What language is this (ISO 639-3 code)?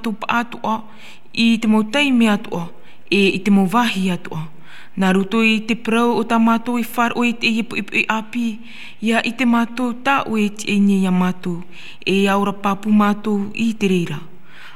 tah